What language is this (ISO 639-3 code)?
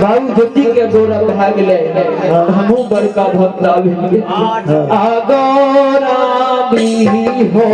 mai